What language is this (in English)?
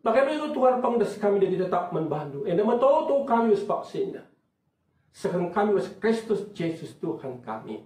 Batak Karo